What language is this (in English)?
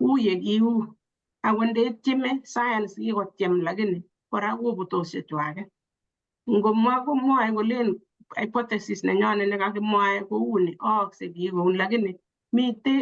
Kalenjin